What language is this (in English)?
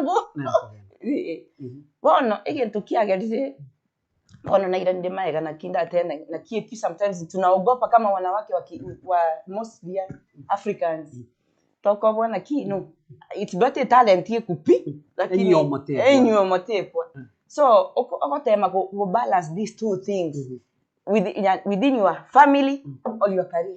Gusii